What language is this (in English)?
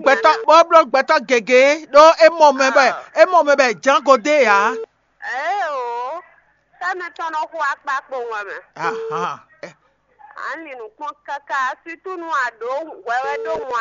Fon